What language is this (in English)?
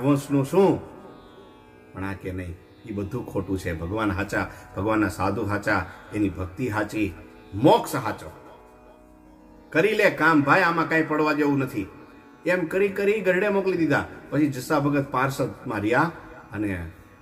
Gujarati